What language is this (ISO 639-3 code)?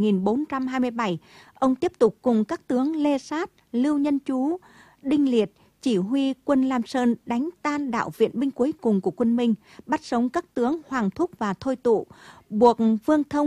vie